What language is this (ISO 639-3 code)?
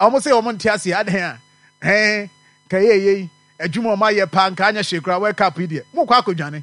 aka